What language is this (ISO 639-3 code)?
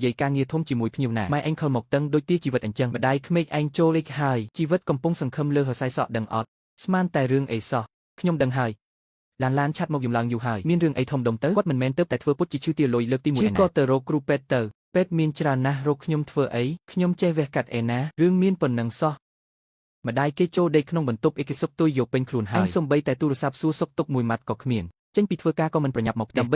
khm